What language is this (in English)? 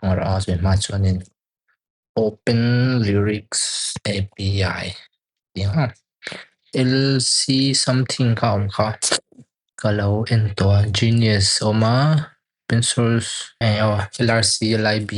Mizo